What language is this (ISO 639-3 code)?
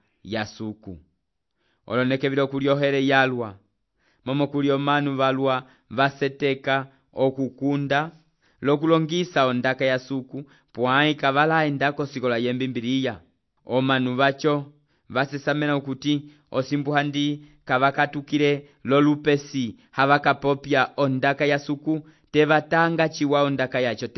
umb